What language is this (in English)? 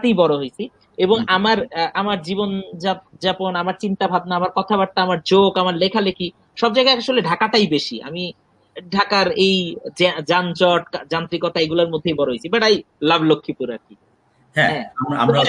Bangla